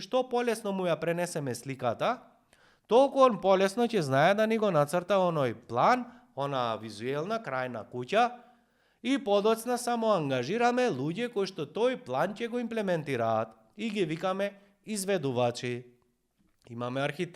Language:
Macedonian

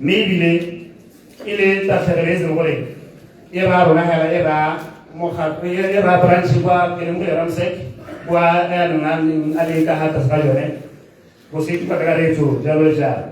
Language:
Tswana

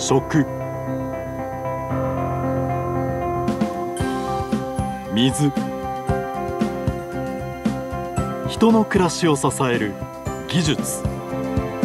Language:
Japanese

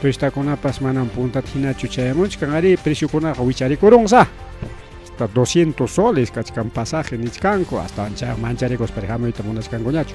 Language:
Ayacucho Quechua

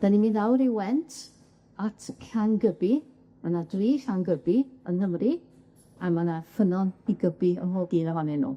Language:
Welsh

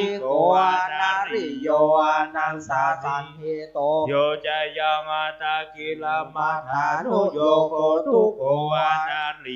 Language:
Pali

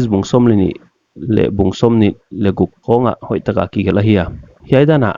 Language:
Paite Chin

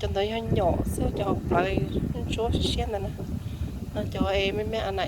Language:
Hmong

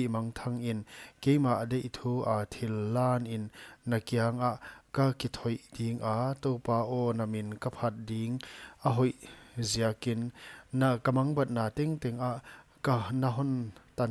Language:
Paite Chin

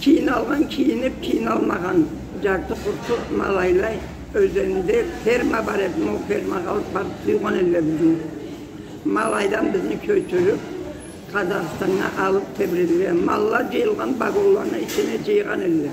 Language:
Karachay-Balkar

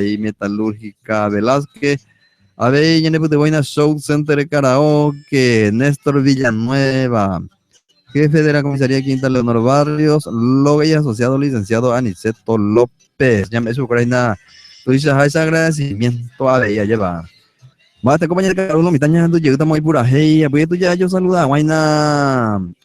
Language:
Guarani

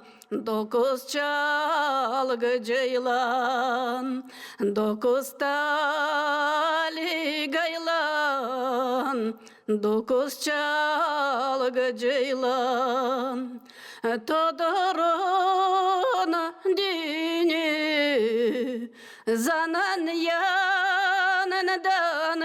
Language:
Gagauz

